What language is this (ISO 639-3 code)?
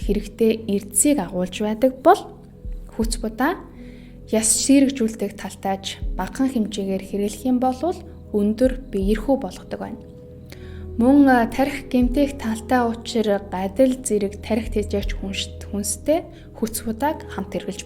mon